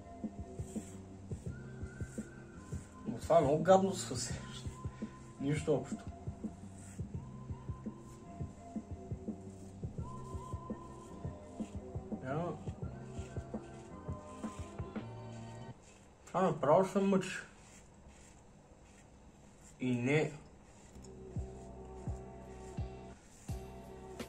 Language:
Bulgarian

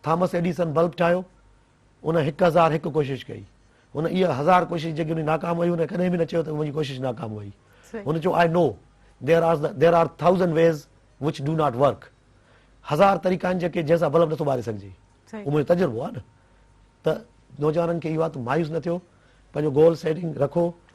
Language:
Sindhi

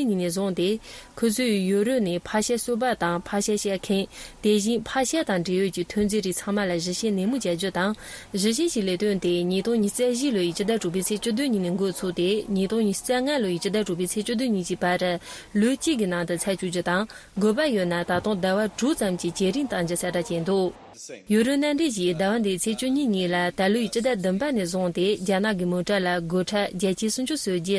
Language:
Tibetan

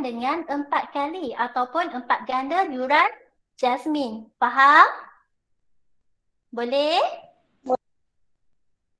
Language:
Malay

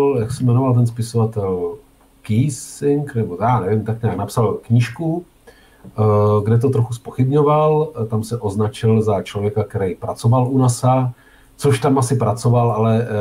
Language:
Czech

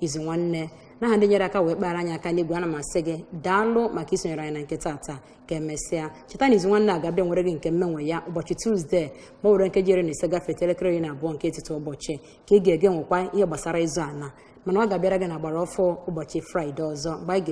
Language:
Igbo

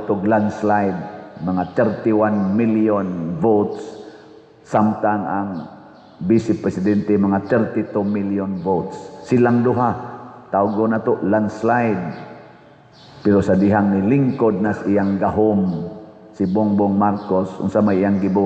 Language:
Cebuano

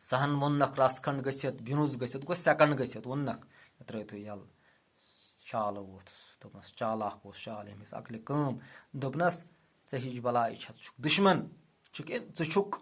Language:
Kashmiri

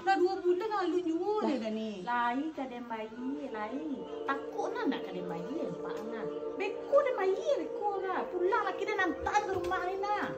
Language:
Minangkabau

